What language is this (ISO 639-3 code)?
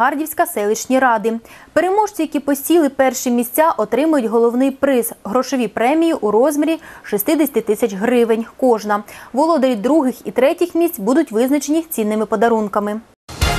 ukr